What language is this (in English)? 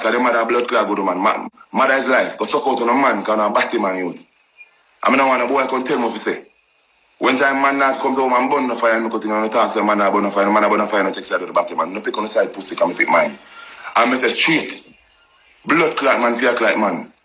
Jamaican Creole English